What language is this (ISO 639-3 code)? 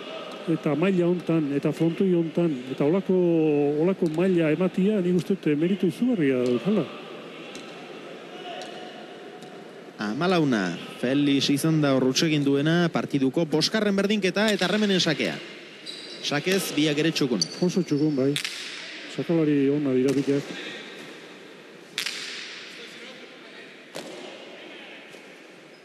eus